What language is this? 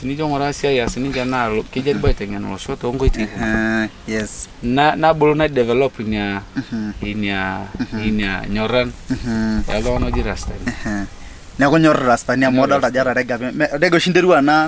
Masai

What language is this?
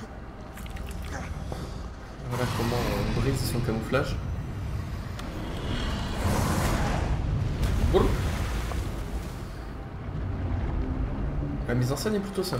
French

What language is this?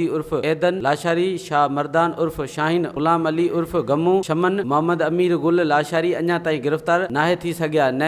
Sindhi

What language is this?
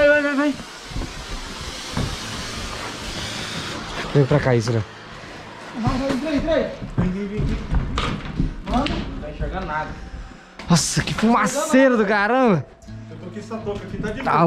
Portuguese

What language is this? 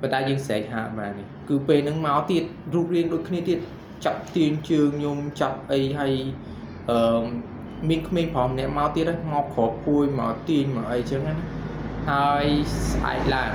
Khmer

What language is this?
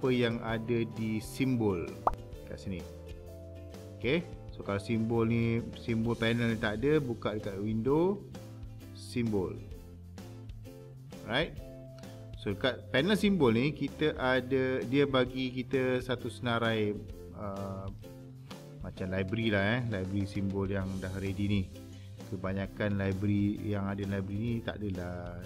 Malay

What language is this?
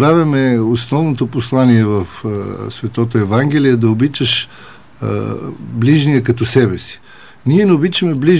Bulgarian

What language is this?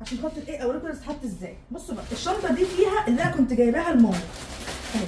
Egyptian Arabic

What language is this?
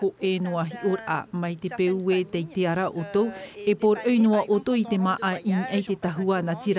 Tahitian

